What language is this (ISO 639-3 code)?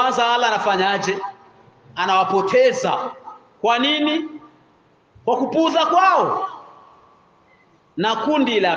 swa